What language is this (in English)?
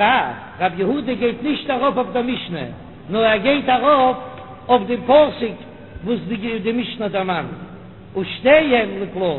Yiddish